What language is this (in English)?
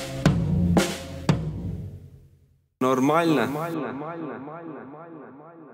Estonian